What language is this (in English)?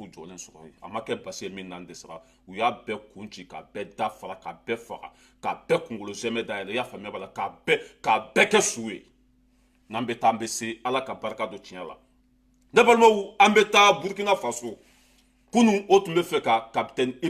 Bambara